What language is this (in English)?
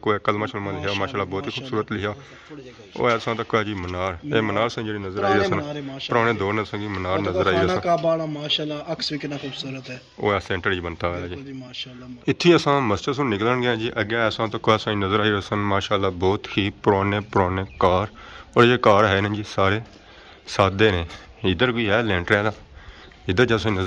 Pahari-Potwari